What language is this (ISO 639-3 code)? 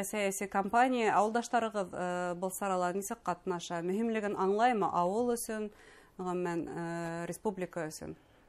bak